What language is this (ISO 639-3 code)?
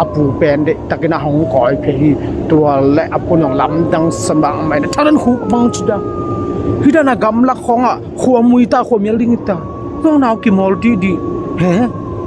ctd